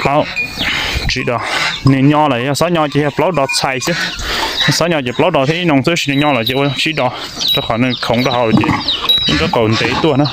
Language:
Hmong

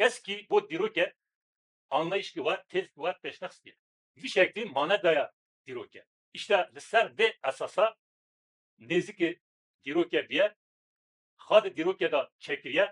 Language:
Kurdish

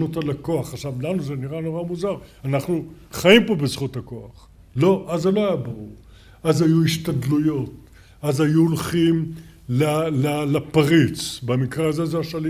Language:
Hebrew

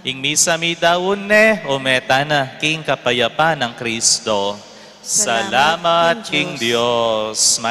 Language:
Pampanga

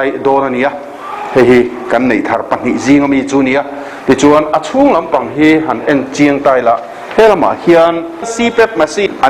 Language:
Mizo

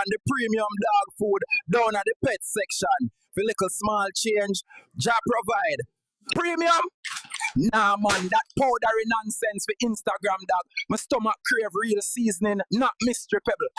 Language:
Jamaican Creole English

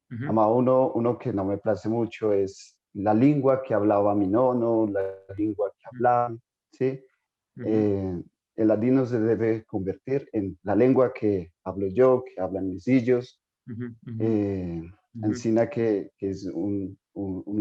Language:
Ladino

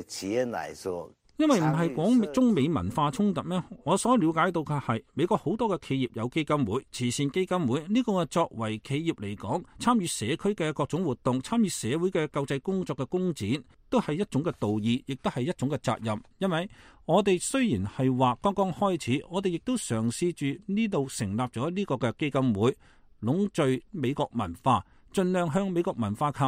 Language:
Cantonese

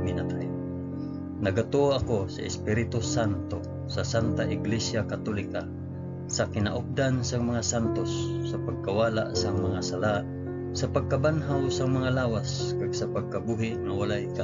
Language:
Hiligaynon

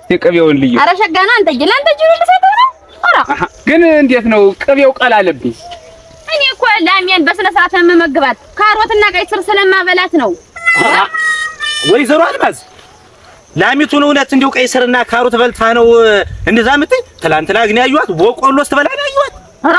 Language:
Amharic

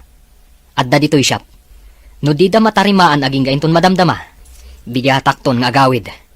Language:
Iloko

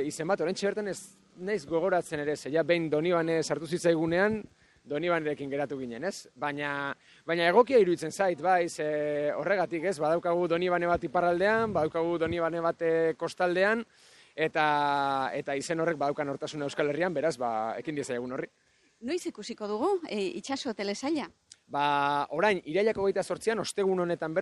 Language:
Basque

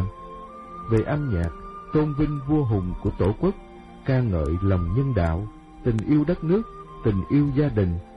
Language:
Vietnamese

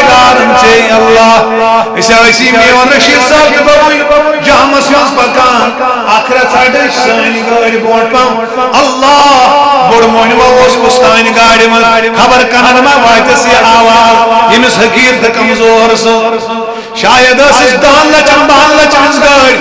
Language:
Kashmiri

